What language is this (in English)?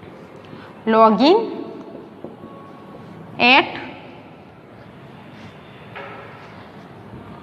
Gujarati